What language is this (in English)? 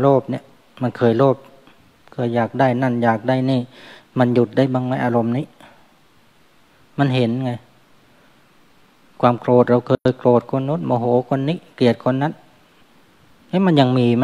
Thai